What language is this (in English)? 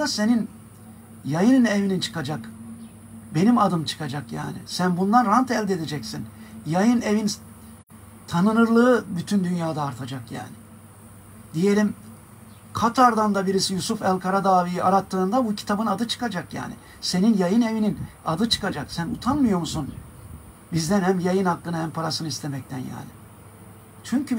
Turkish